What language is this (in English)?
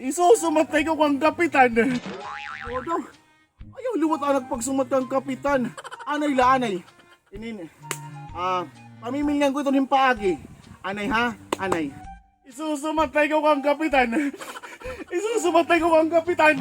Waray